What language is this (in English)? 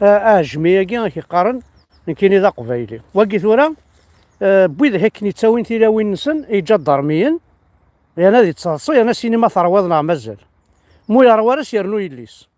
Kabyle